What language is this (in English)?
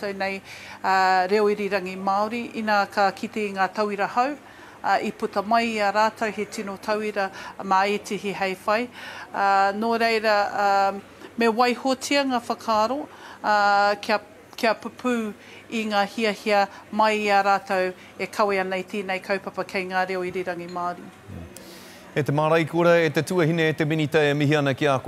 Māori